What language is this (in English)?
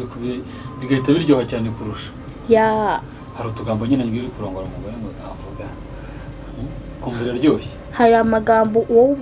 Kinyarwanda